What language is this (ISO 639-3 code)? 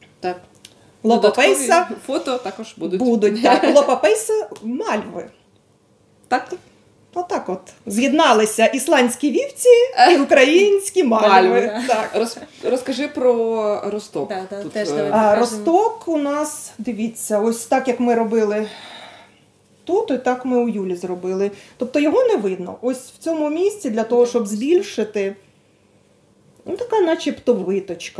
ukr